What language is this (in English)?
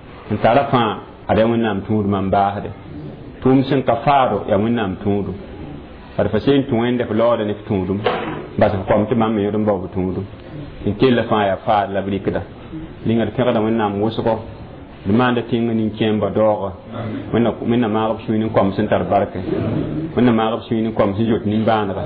Mossi